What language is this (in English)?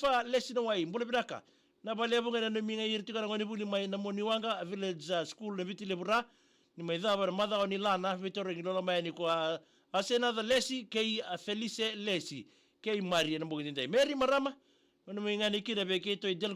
Fijian